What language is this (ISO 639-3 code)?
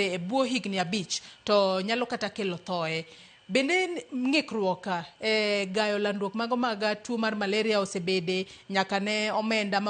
luo